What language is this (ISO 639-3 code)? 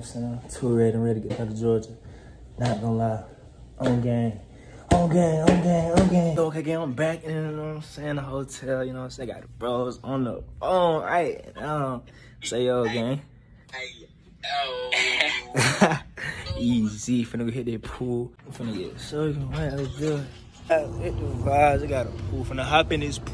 eng